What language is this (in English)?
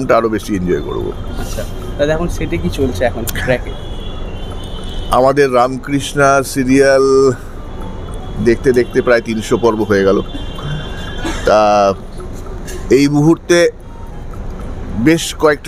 Bangla